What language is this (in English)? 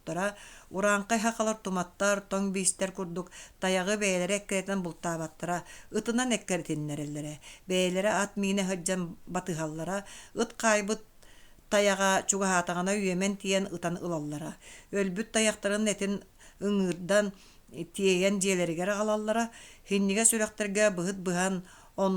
Yakut